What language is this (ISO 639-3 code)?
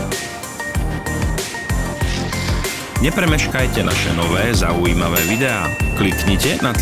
slk